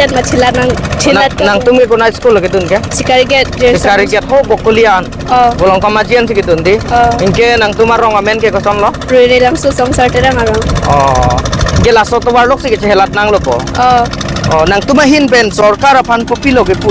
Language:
Karbi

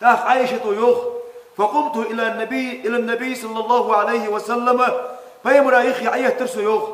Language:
Ingush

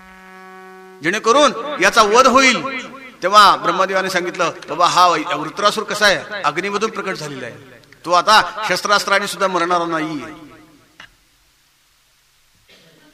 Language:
Marathi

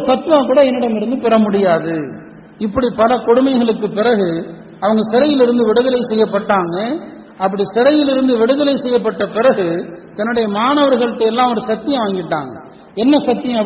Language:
Tamil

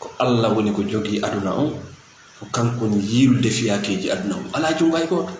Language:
Fula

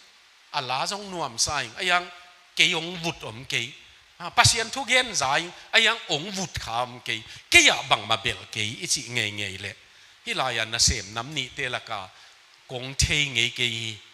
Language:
Tedim Chin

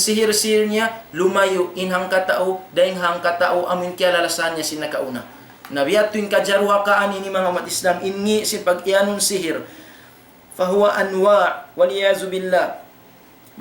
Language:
Tausug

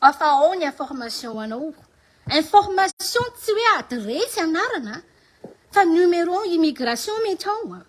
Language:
Malagasy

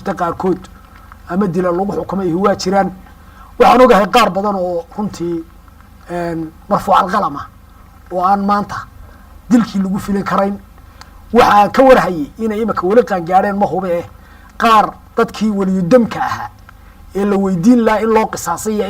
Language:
Somali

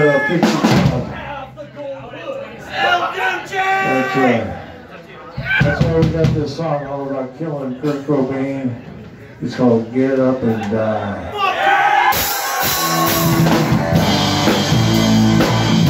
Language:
English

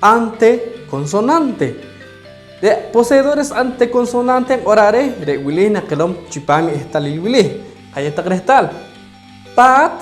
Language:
Poqomchi'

